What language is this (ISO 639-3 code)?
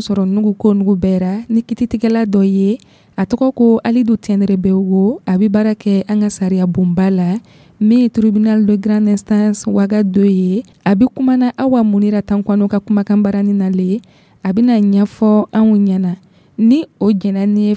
dyu